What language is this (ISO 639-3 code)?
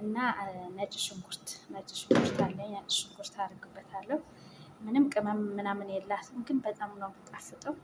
amh